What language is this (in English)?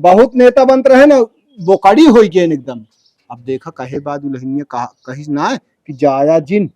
Awadhi